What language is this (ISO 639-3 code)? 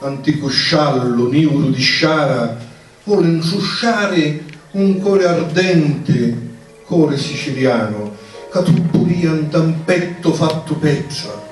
scn